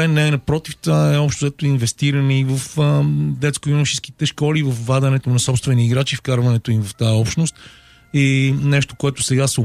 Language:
Bulgarian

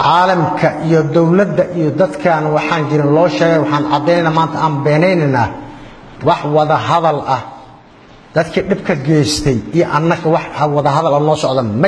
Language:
Somali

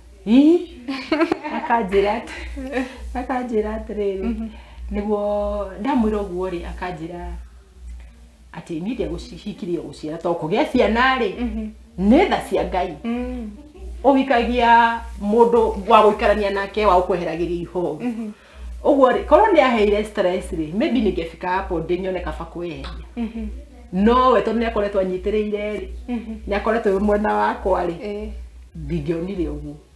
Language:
Kikuyu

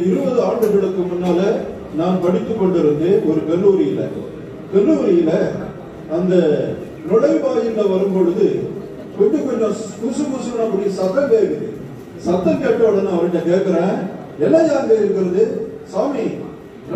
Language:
Tamil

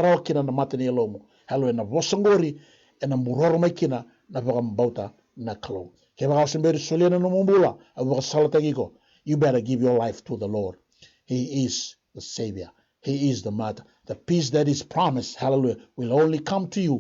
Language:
Fijian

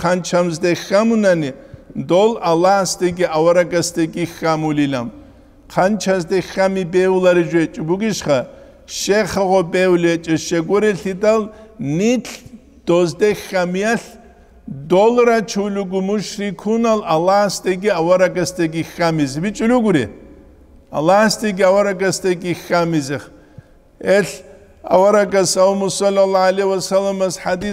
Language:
Avaric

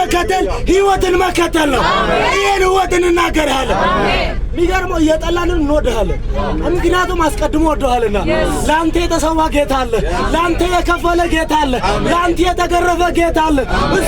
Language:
Amharic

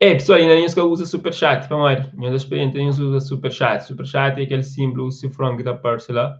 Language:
Kabuverdianu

